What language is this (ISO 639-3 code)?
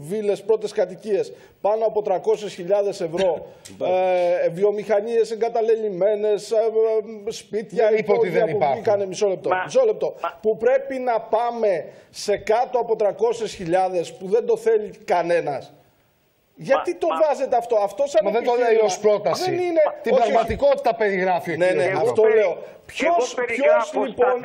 ell